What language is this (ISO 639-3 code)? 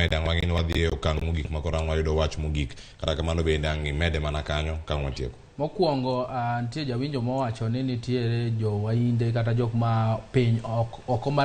luo